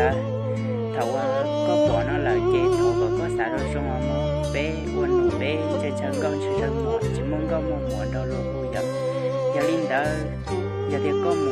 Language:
Hmong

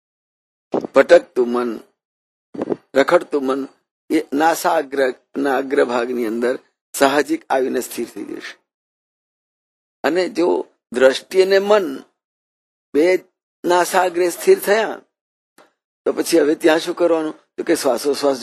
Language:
Gujarati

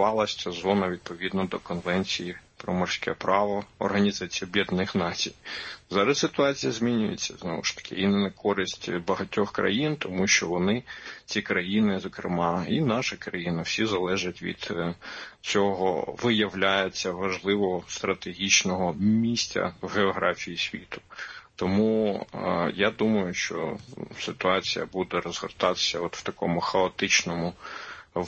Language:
Ukrainian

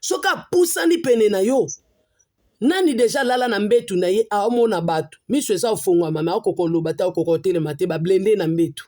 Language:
Lingala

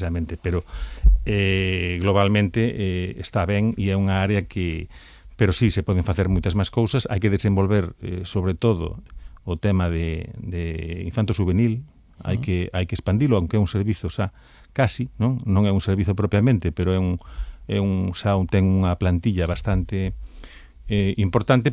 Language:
Galician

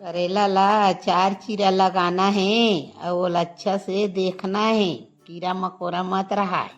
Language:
Chhattisgarhi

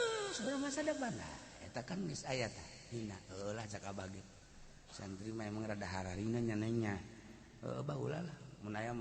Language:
Sundanese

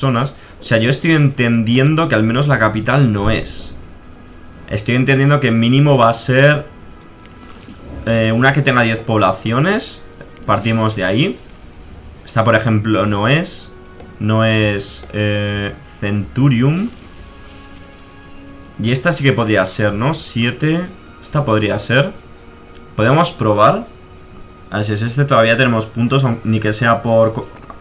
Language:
Spanish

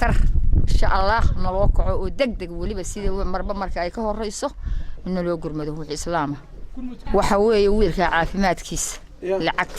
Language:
Somali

